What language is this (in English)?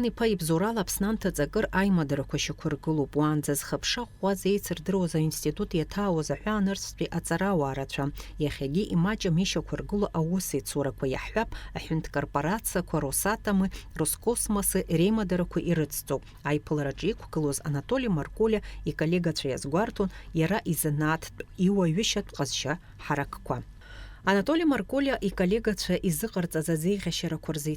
Abkhazian